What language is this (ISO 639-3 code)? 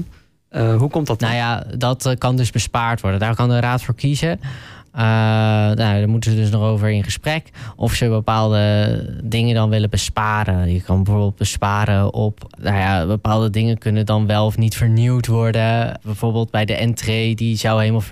nld